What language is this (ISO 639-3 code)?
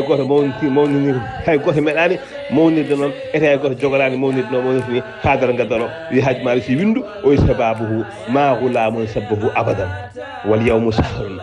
ful